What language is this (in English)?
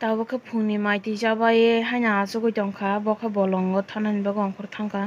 Kok Borok